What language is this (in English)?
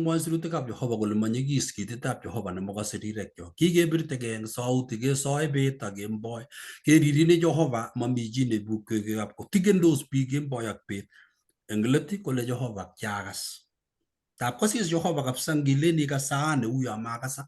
Kalenjin